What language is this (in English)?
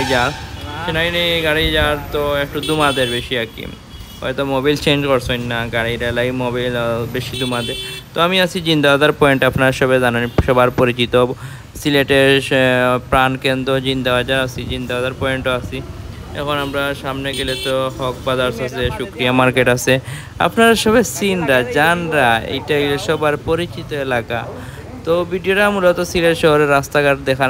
Sylheti